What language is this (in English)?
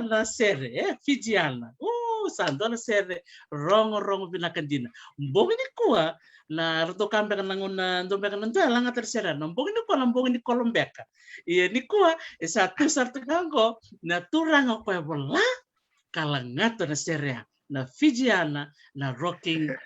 Fijian